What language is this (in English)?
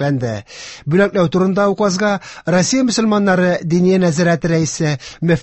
Tatar